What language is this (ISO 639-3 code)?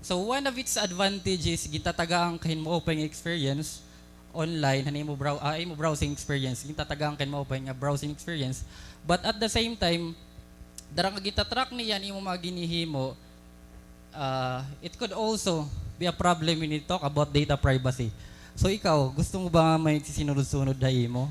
war